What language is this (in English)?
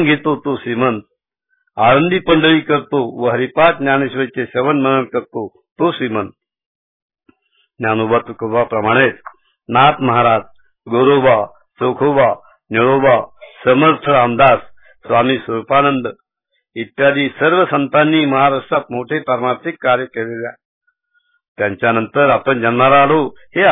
Marathi